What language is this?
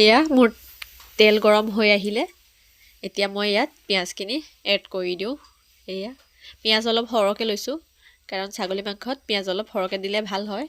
Assamese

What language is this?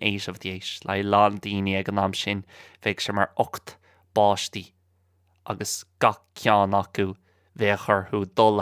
Irish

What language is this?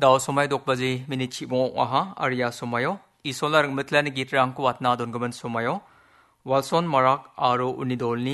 Garo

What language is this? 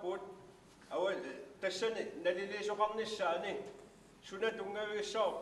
Kalaallisut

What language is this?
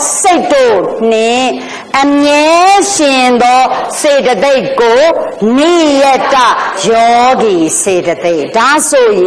Burmese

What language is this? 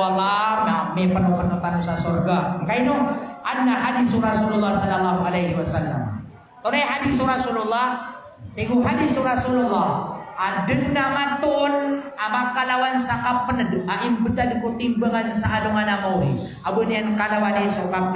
Maranao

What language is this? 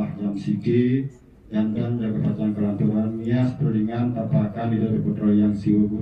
Balinese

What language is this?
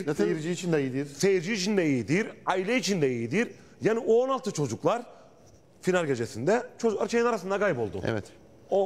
Turkish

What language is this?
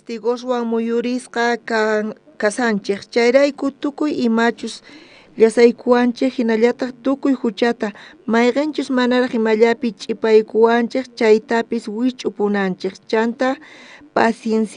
South Bolivian Quechua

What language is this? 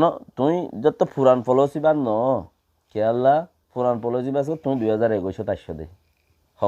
Rohingya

